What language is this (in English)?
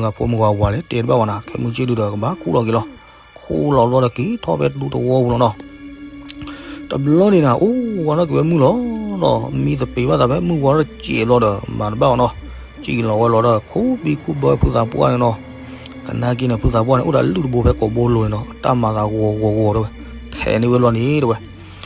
S'gaw Karen